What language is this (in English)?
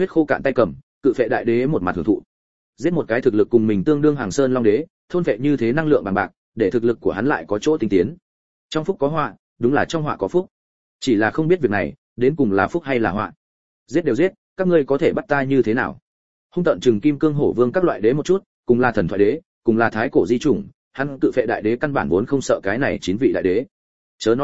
Vietnamese